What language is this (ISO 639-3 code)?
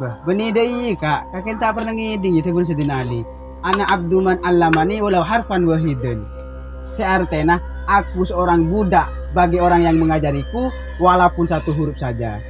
mad